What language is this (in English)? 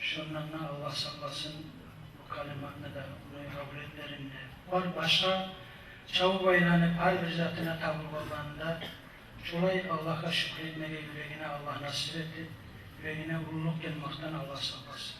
Kumyk